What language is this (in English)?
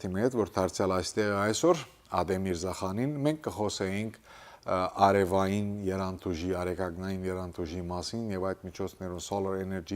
Western Armenian